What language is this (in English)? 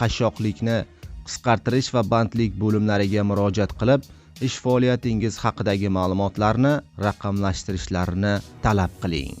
Uzbek